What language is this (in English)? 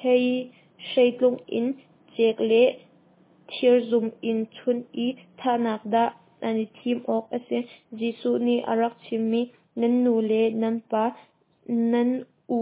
Hakha Chin